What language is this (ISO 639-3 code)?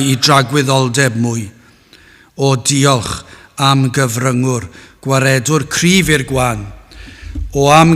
cym